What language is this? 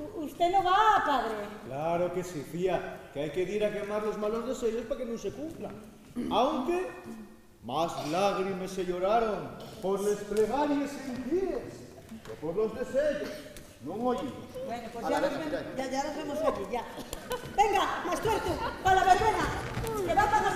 Asturian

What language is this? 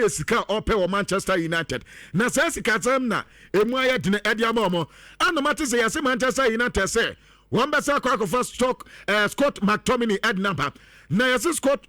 Akan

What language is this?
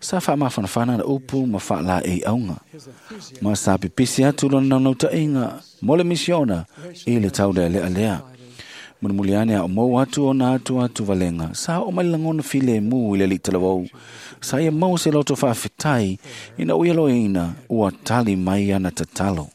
Samoan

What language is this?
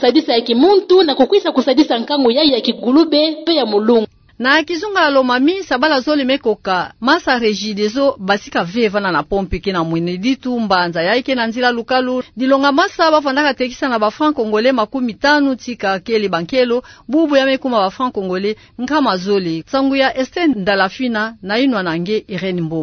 Kituba (Democratic Republic of Congo)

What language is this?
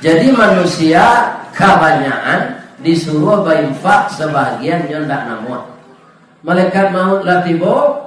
Minangkabau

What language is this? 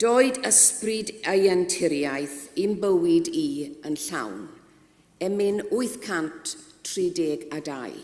Welsh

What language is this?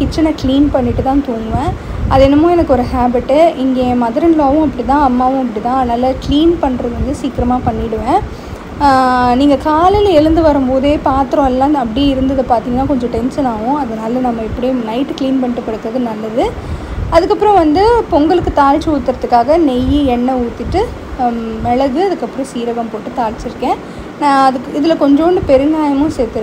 Tamil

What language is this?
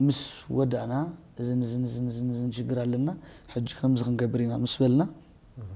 Tigrinya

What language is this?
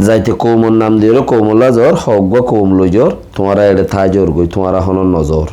Rohingya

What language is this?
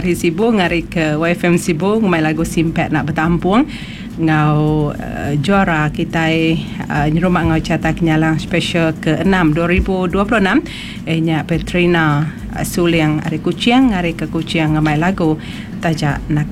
Iban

